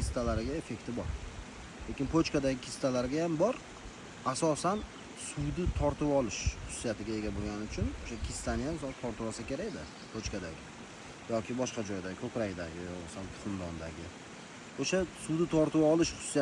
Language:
Uzbek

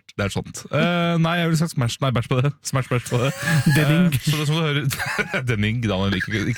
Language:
Norwegian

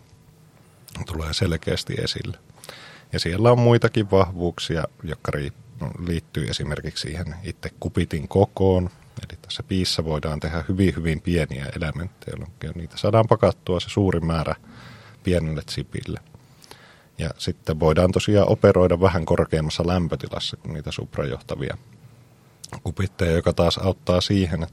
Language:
Finnish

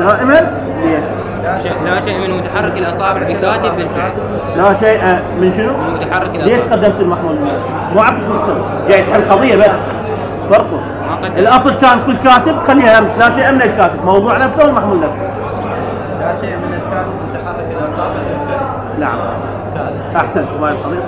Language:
Mesopotamian Arabic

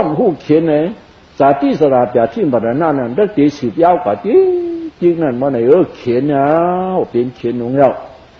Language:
Shan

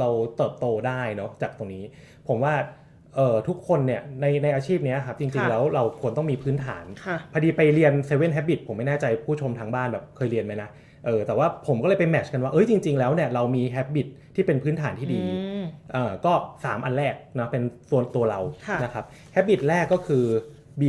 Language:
Thai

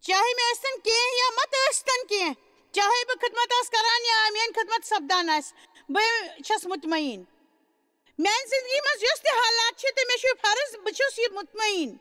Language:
Kashmiri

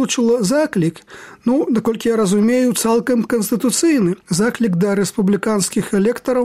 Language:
Belarusian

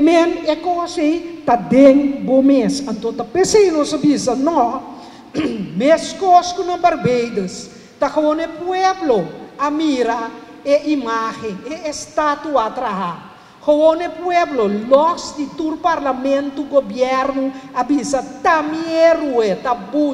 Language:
Papiamento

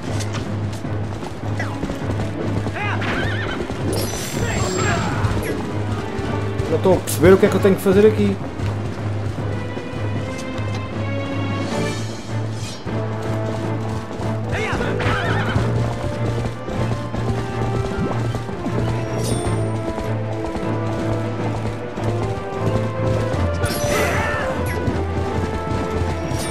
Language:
Portuguese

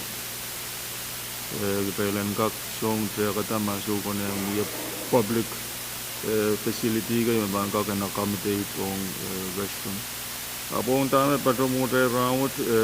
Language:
Pohnpeian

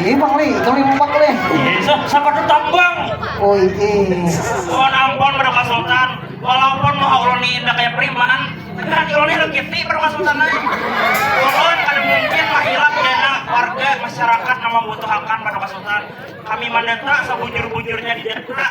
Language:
Banjar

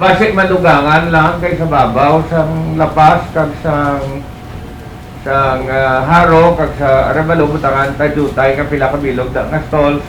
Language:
Hiligaynon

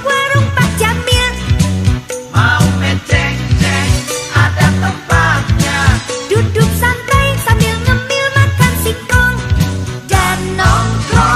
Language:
Indonesian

